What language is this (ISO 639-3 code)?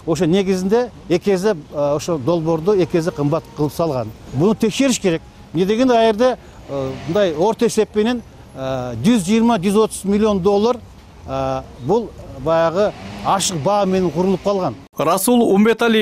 kir